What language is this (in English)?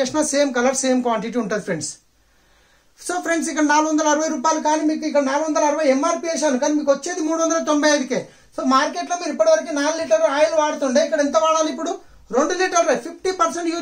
Telugu